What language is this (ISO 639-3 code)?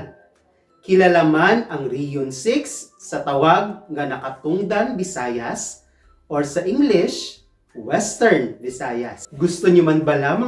hil